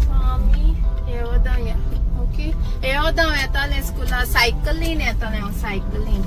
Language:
Konkani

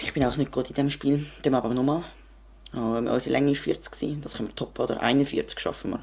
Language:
Swiss German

